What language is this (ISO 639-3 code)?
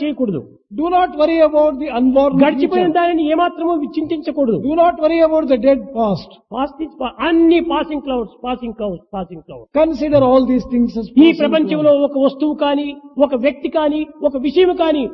tel